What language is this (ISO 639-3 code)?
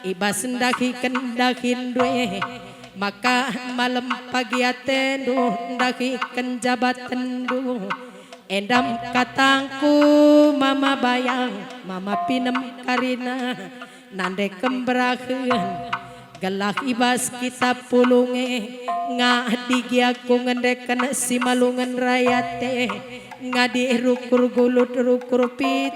btx